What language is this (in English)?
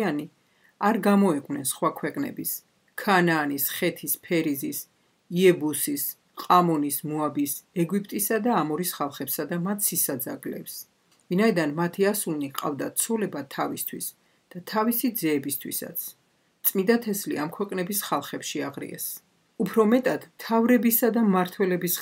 Georgian